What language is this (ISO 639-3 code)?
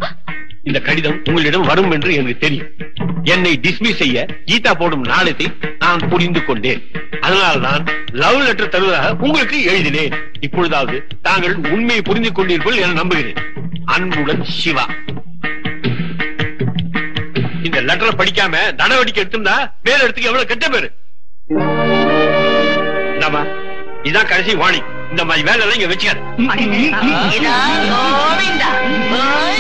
tam